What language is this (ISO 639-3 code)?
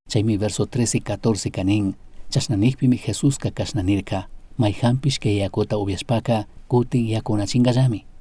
qug